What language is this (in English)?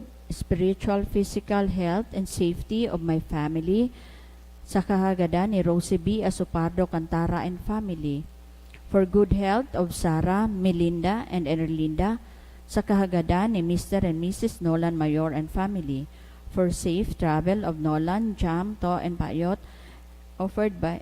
Bikol